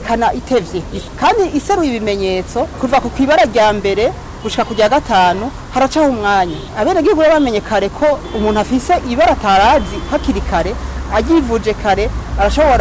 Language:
Rundi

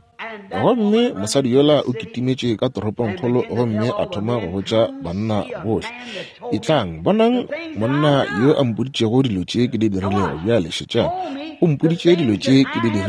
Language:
Northern Sotho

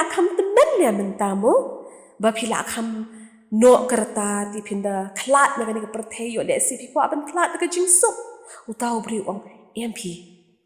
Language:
Khasi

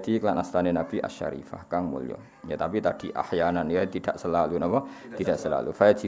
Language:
Javanese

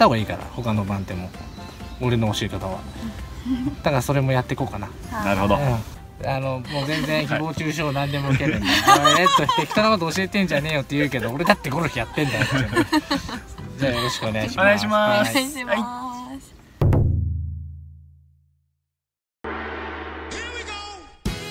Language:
Japanese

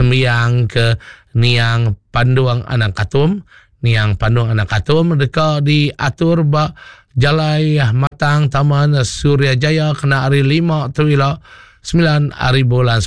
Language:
Iban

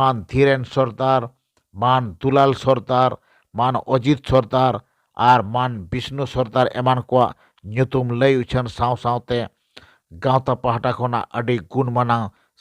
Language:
Santali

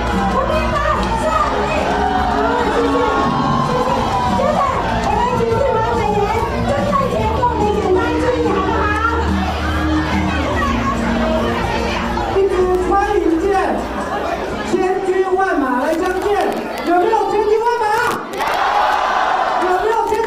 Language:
Chinese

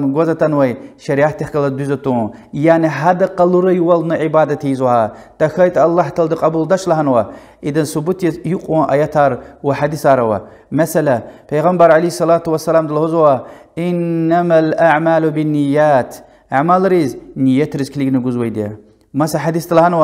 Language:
Lezghian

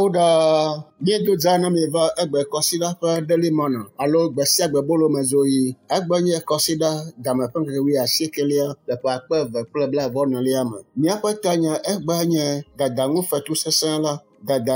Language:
Ewe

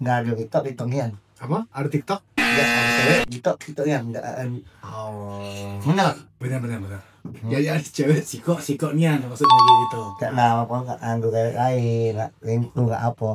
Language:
Musi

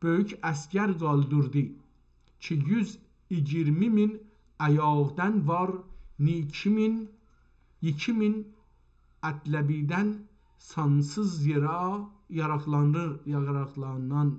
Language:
South Azerbaijani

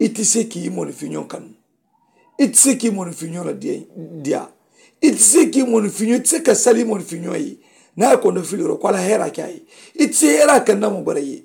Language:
Mandingo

